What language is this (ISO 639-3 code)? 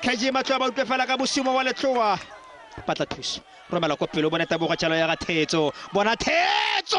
tsn